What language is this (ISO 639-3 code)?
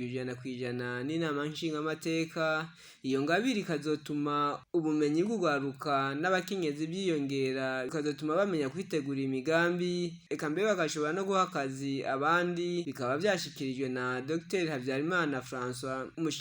run